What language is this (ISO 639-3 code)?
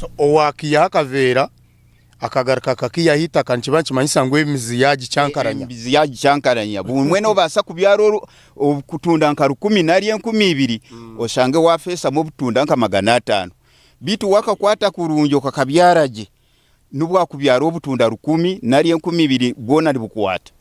nyn